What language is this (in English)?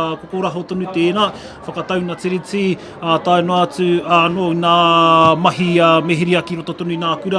Māori